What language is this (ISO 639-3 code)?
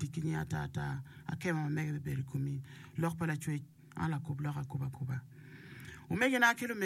ach